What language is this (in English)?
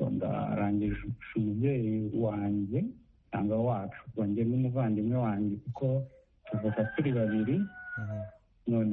Kinyarwanda